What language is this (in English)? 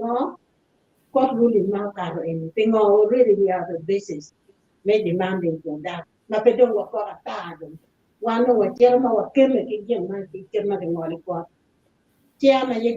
Acoli